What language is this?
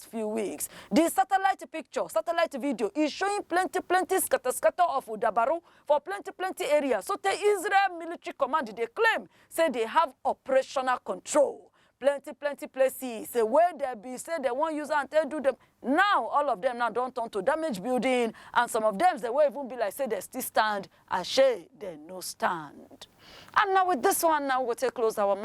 Nigerian Pidgin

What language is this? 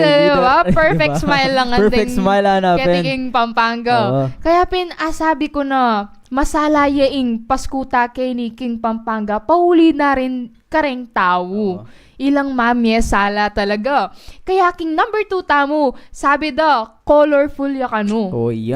Pampanga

